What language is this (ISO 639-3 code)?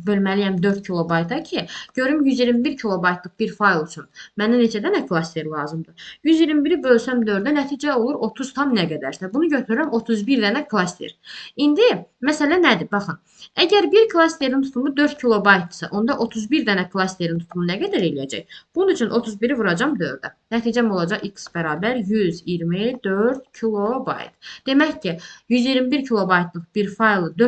aze